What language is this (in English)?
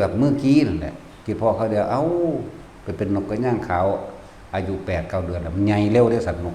Northeastern Thai